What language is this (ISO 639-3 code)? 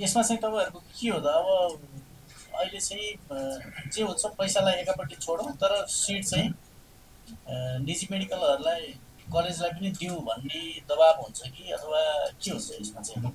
nep